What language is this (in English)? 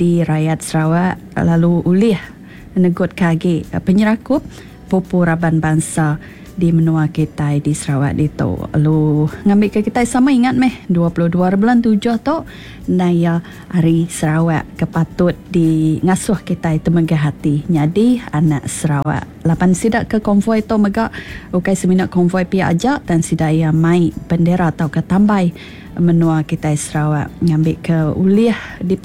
Iban